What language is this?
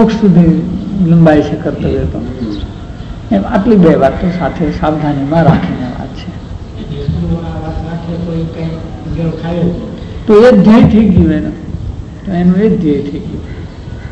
Gujarati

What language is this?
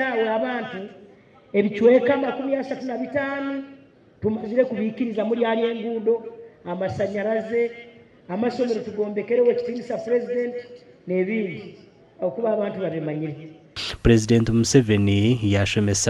Nyankole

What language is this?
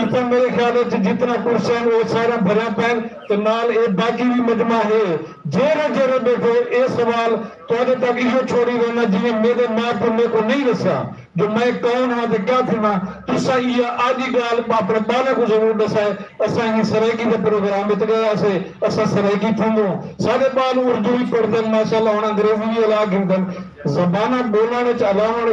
Saraiki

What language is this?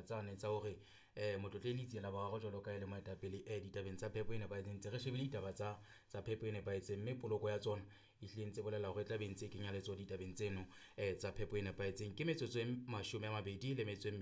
Southern Sotho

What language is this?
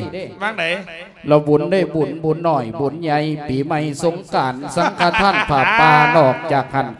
Lao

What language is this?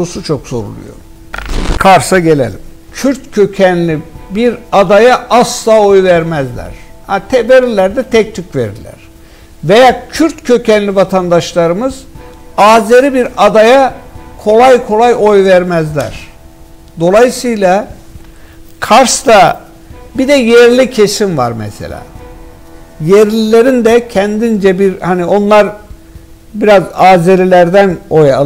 Turkish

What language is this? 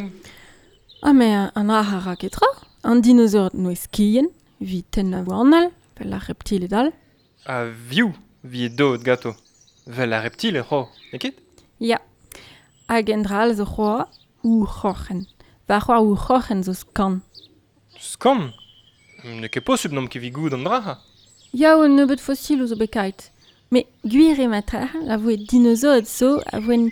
Breton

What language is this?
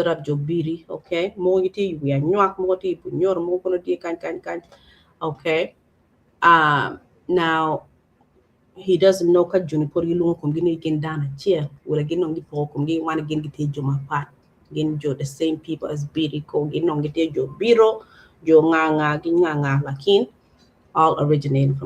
Acoli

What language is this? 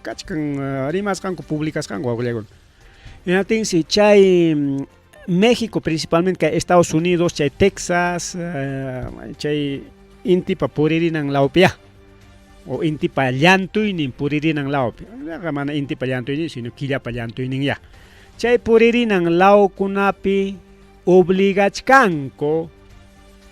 Ayacucho Quechua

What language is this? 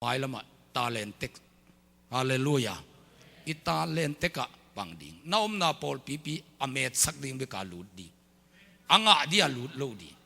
Tedim Chin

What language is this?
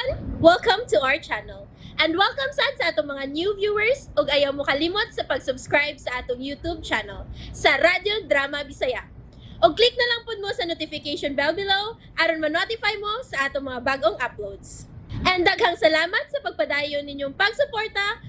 Cebuano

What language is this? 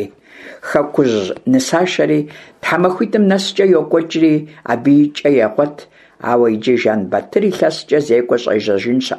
Kabardian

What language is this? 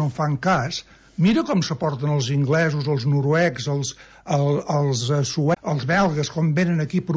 Catalan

